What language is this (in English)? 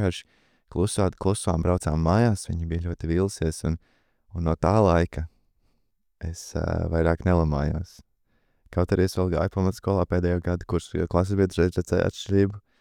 Latvian